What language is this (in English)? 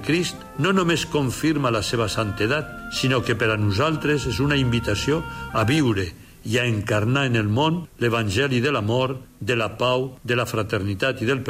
Catalan